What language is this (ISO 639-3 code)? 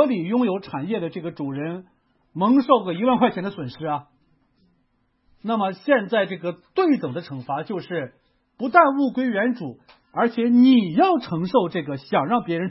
zho